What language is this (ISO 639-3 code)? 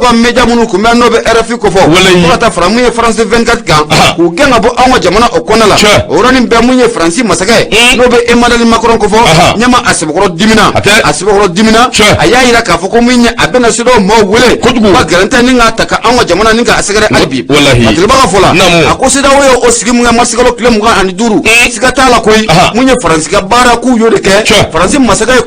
bam